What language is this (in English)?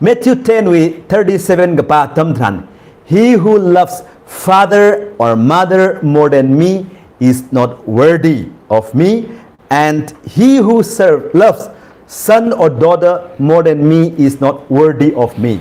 Tangkhul Naga (India)